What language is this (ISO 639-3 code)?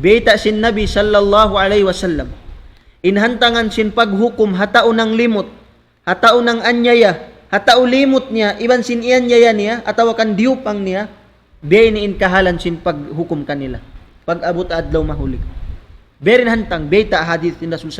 tsg